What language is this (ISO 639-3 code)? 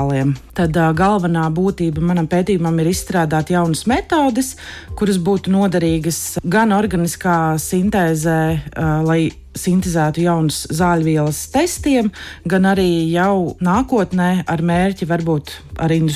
lav